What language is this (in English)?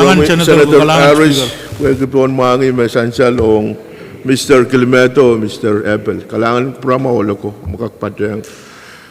Pohnpeian